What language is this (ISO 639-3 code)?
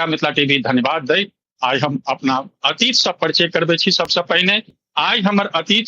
mai